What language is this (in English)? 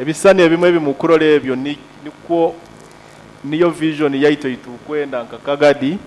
Nyoro